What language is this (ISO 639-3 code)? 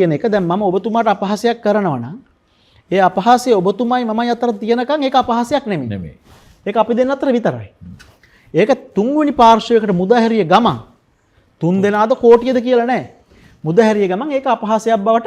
sin